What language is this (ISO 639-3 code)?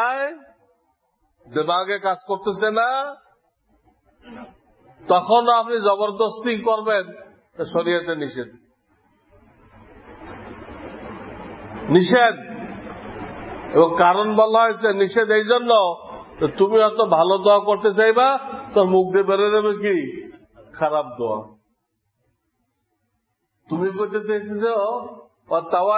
ben